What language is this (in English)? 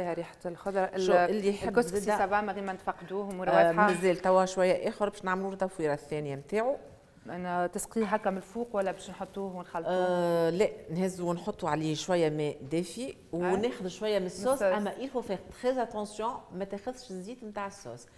Tunisian Arabic